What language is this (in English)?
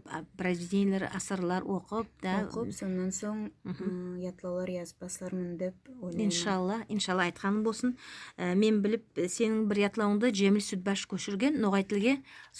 Nogai